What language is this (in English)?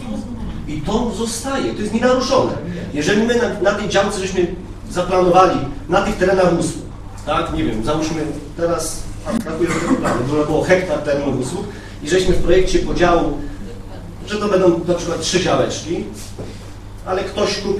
Polish